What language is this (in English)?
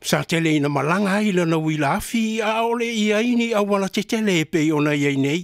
Samoan